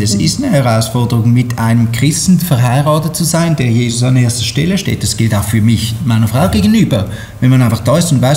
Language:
Swiss German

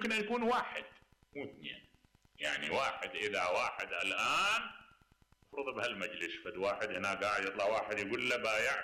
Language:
Mesopotamian Arabic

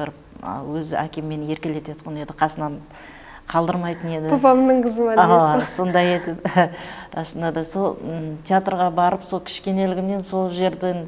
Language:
Kara-Kalpak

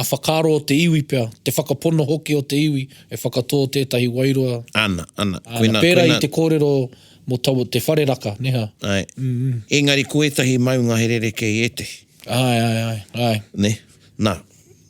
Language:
Māori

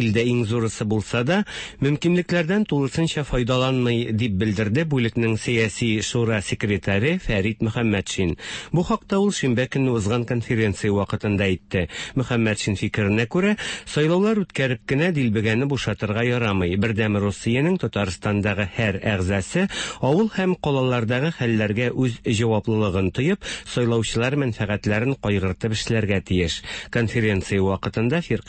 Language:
Tatar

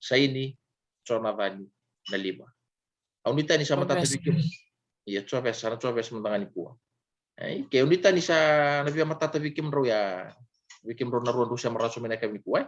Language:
Fijian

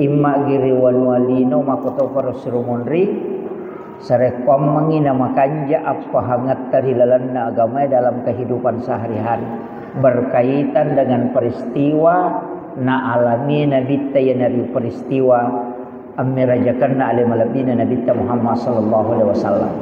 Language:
Buginese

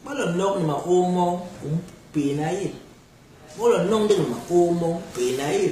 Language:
Basaa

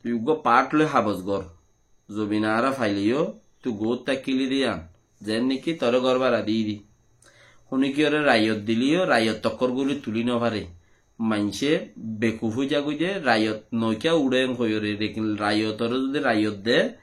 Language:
Rohingya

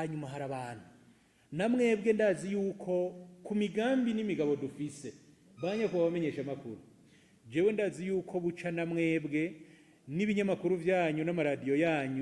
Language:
Rundi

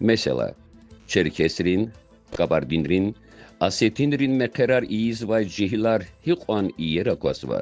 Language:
Lezghian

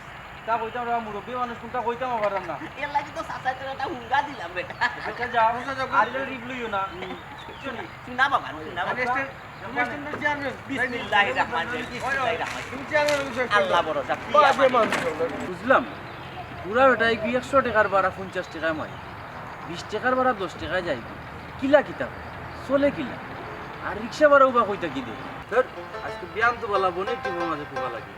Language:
Sylheti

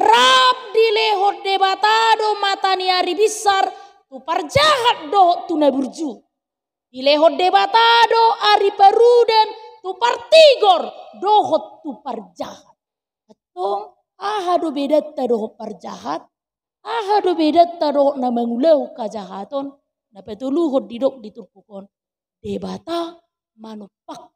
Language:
Batak Toba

